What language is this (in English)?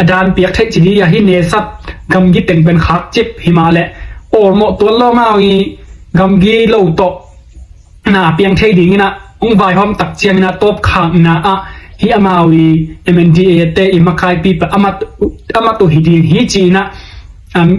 Tedim Chin